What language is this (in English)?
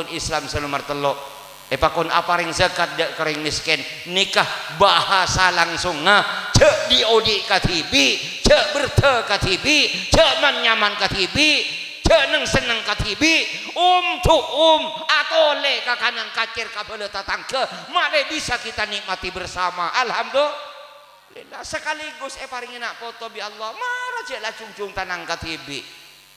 Madurese